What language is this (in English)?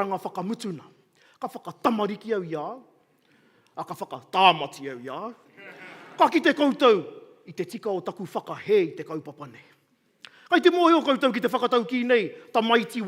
Māori